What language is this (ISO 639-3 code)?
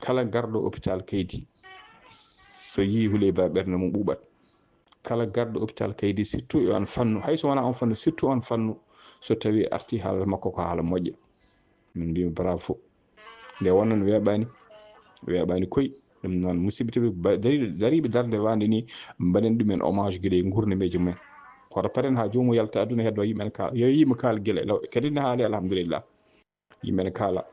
ful